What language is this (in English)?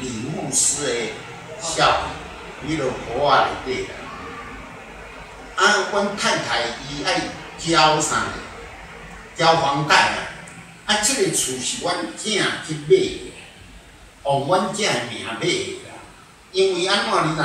Min Nan Chinese